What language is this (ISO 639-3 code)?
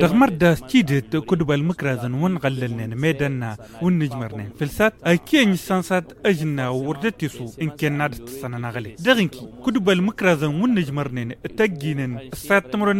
taq